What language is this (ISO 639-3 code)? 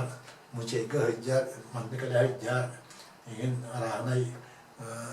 sah